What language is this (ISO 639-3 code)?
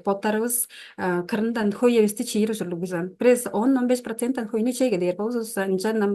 tyv